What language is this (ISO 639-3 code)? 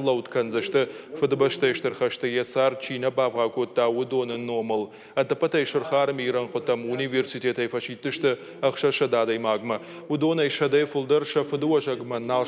oss